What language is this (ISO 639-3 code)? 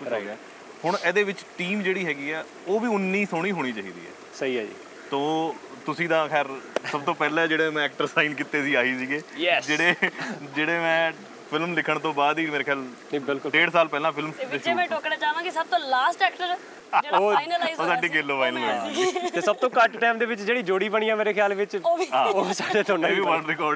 pan